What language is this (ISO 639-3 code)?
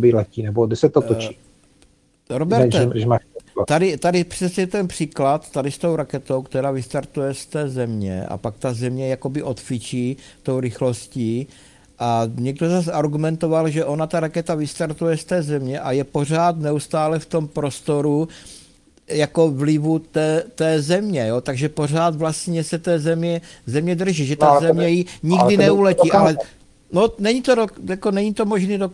ces